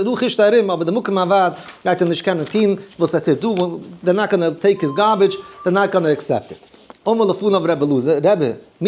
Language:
Yiddish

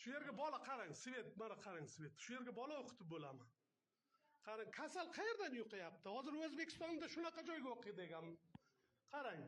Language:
Uzbek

